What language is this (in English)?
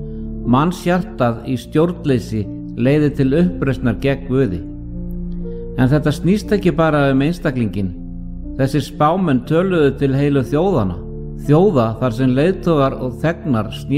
Icelandic